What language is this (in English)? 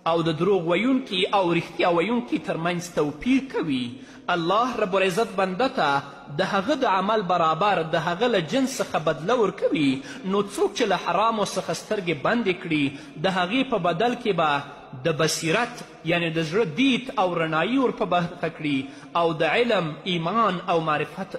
Pashto